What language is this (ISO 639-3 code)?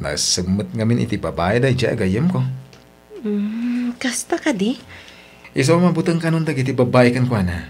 ilo